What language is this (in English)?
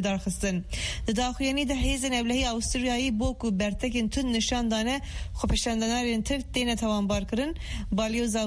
Kurdish